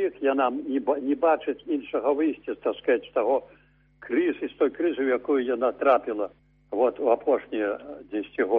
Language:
Belarusian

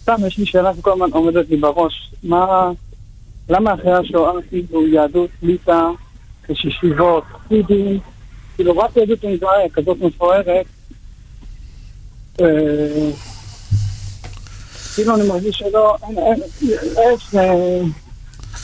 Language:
Hebrew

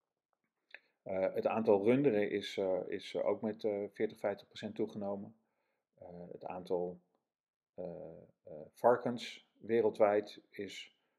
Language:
Dutch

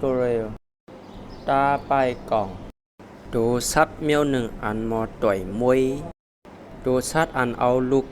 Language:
Shan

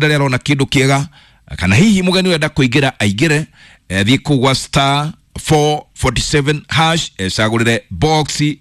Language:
Kikuyu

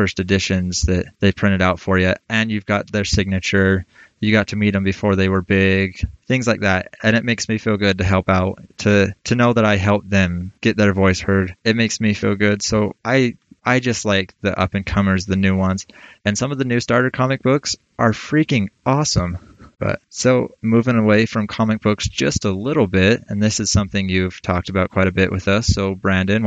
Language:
English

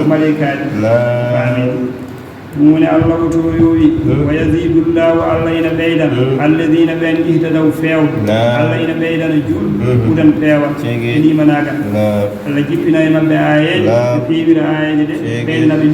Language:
Fula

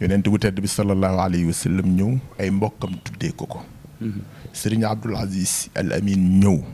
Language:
Wolof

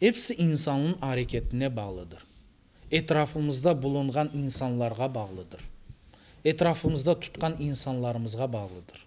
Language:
Crimean Tatar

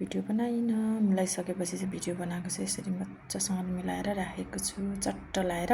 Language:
Nepali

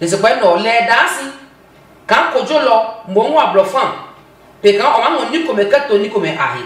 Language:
Adangme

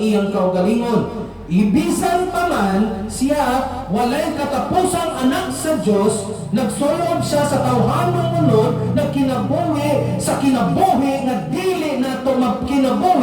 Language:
Cebuano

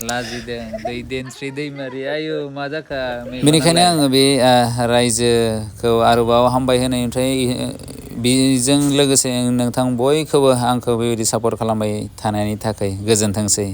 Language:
Bodo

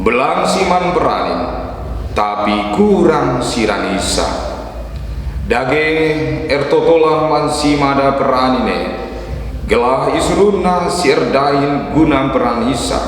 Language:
Batak Karo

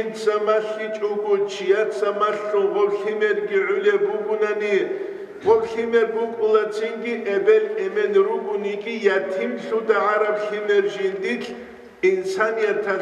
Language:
Avaric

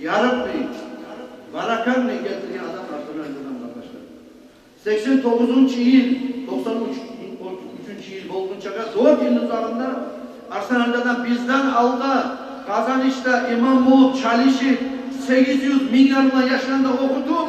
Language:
Kumyk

